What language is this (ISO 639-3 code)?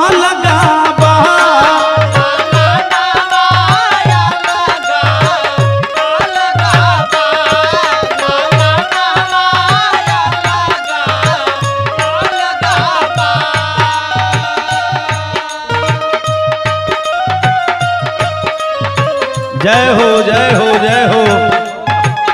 bho